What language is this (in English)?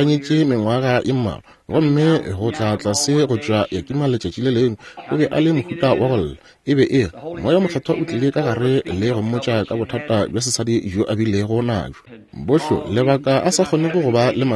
Northern Sotho